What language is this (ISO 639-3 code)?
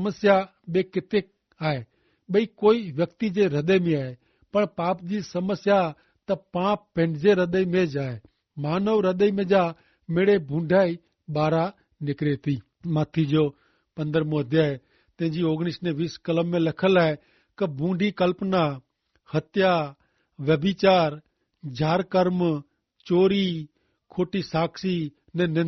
kfr